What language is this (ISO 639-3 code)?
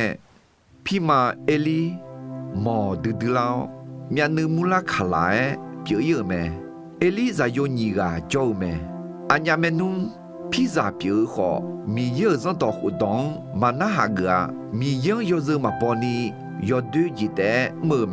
ahk